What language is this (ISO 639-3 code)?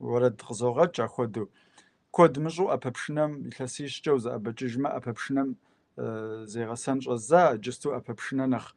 kbd